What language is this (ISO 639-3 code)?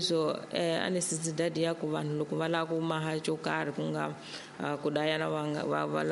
tso